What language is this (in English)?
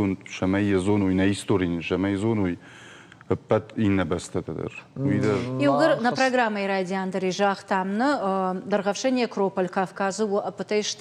Ossetic